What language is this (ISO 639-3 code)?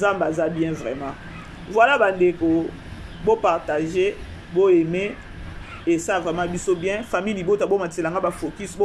lin